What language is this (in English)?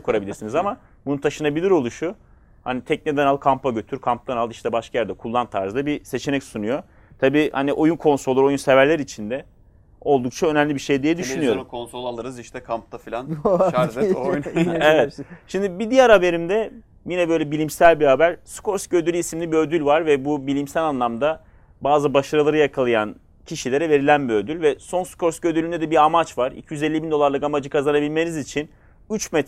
Turkish